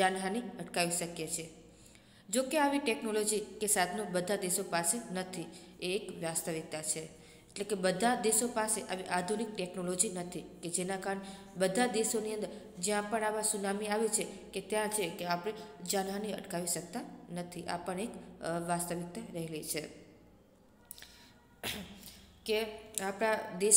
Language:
Gujarati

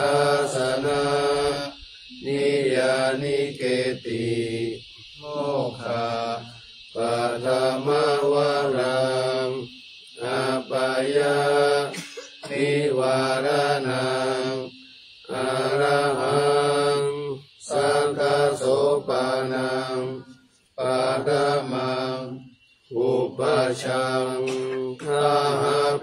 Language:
Pali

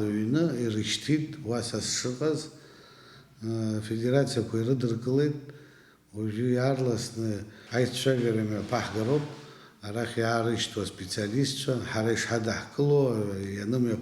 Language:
Abkhazian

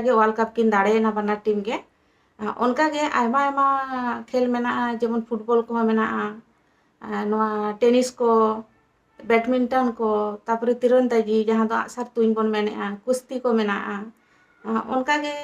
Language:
Santali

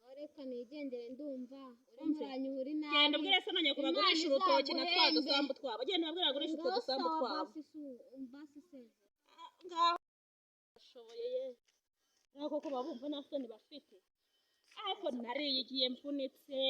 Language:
Kinyarwanda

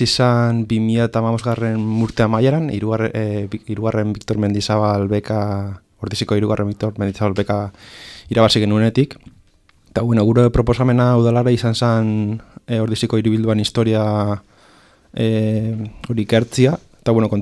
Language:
Basque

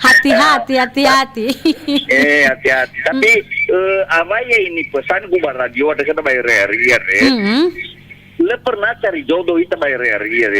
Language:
Nias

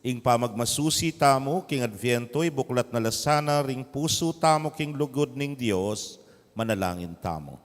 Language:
Pampanga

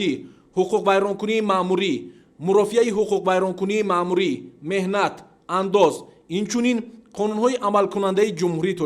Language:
Tajik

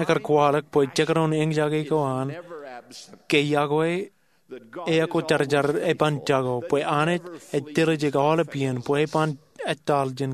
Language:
Marshallese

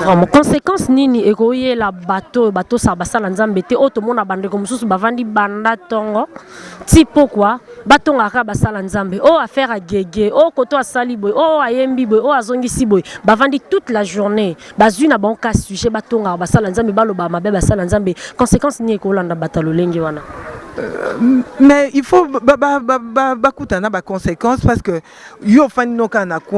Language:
Lingala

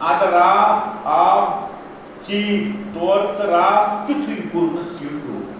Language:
Kashmiri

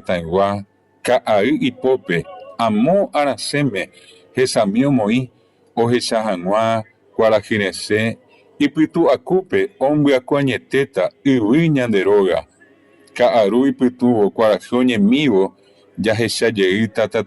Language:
Guarani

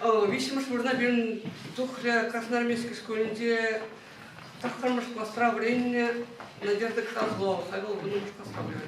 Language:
Chuvash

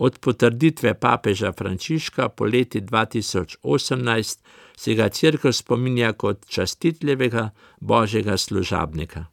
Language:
Slovenian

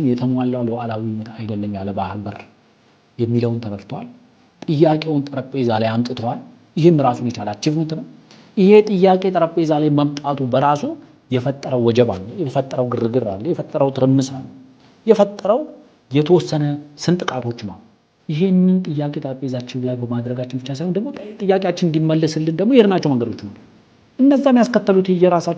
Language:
Amharic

